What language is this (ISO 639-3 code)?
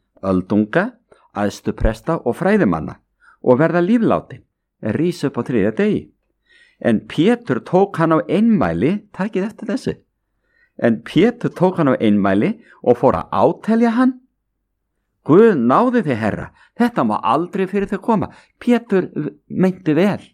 isl